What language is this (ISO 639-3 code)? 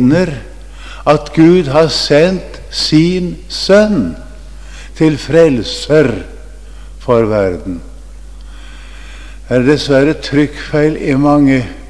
nor